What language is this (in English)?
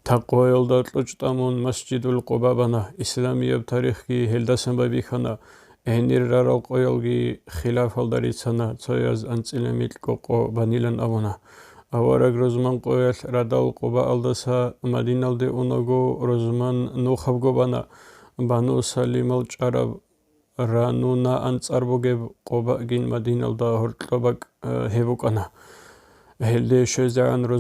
Avaric